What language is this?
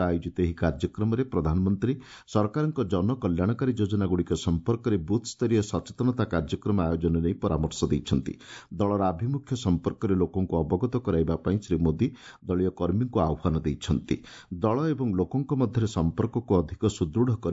Odia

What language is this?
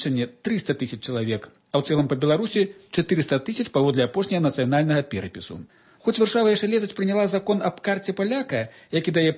Belarusian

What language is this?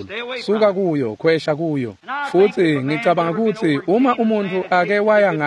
Swati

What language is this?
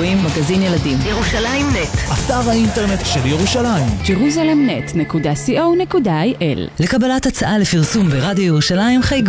Hebrew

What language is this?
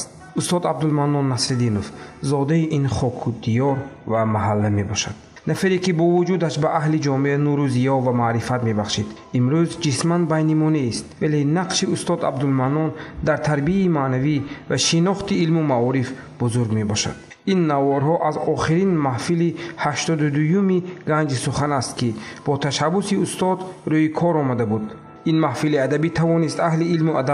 Tajik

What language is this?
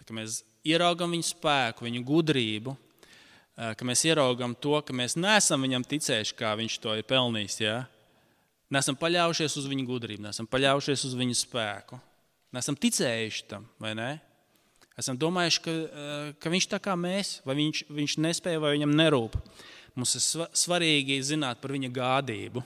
Latvian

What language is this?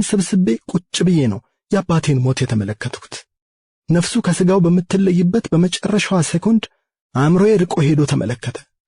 Amharic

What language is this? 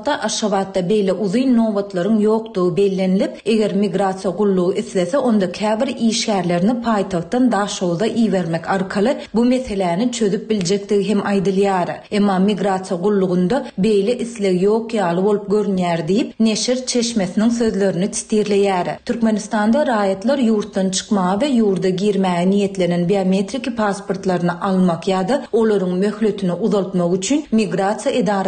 Turkmen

